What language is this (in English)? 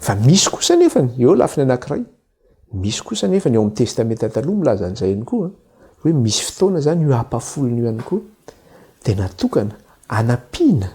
Malagasy